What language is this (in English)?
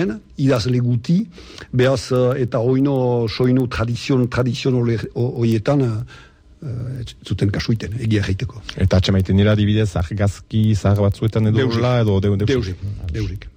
Basque